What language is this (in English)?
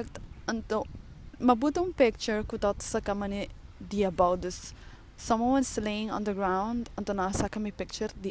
Papiamento